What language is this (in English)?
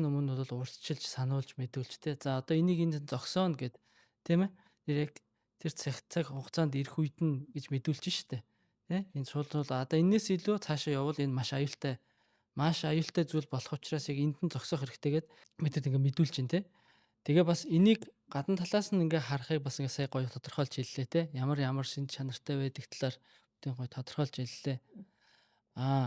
Mongolian